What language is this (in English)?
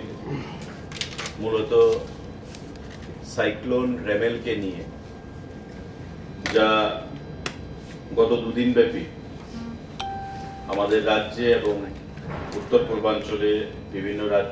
Bangla